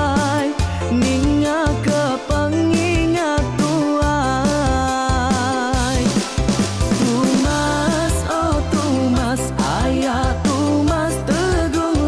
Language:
Iban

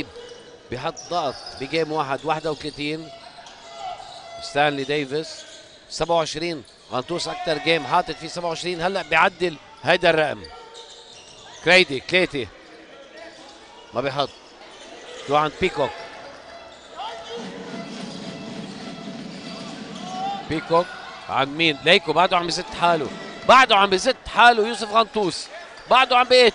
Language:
North Levantine Arabic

